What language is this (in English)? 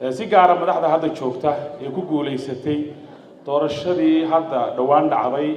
Somali